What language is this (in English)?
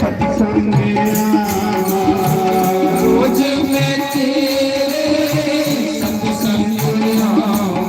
Dogri